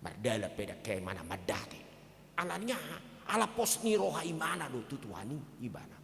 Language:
Batak Toba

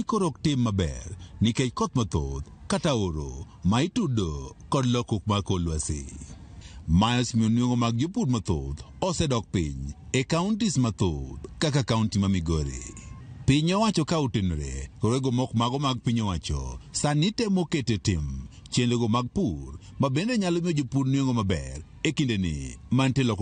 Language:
Luo (Kenya and Tanzania)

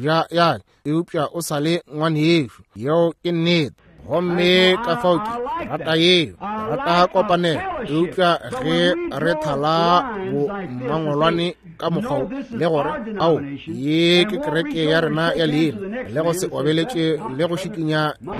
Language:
Northern Sotho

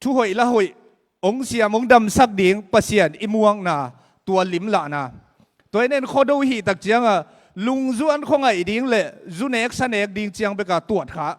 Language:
Tedim Chin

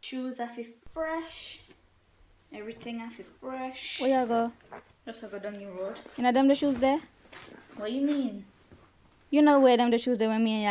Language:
Jamaican Creole English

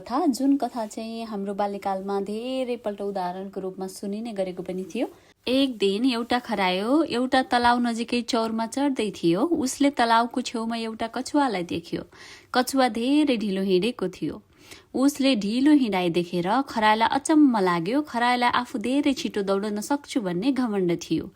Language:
Nepali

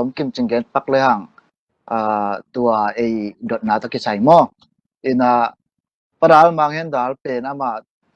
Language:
Tedim Chin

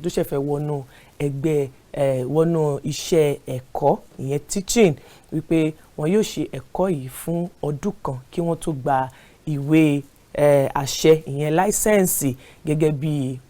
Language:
Yoruba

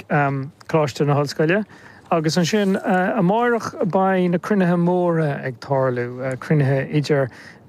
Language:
Irish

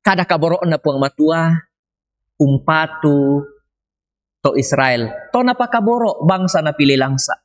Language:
Toraja-Sa'dan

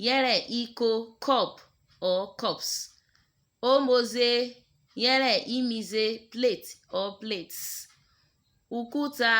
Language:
Urhobo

